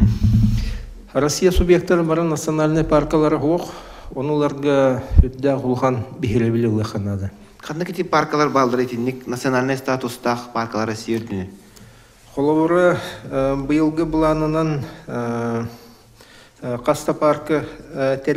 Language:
Yakut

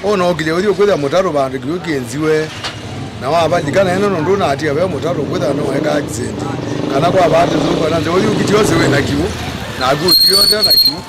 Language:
Kamba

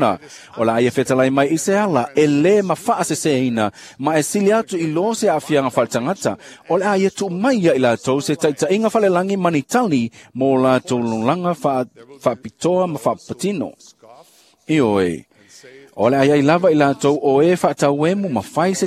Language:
Samoan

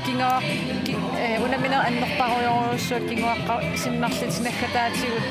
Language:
Kalaallisut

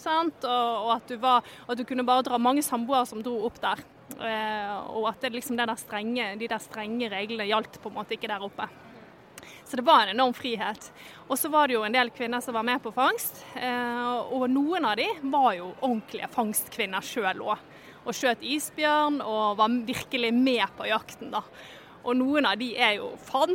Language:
Norwegian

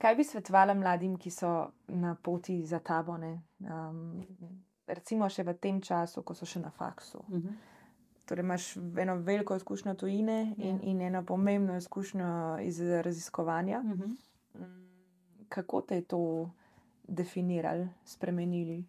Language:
Slovenian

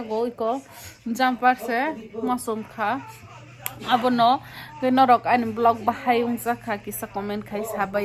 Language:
Kok Borok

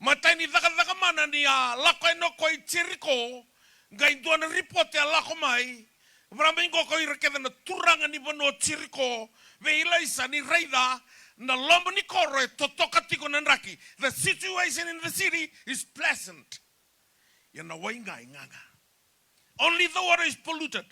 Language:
Fijian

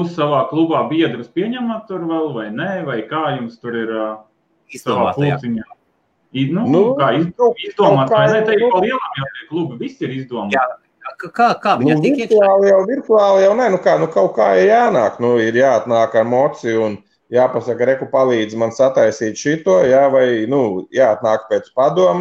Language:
Latvian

